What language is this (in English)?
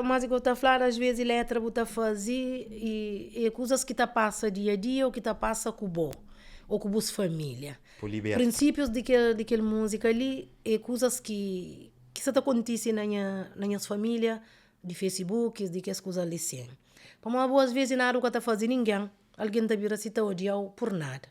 Kabuverdianu